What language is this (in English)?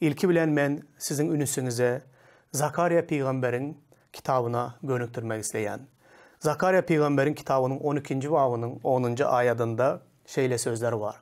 Turkmen